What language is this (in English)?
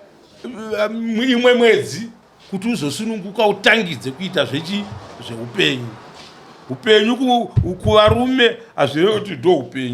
Shona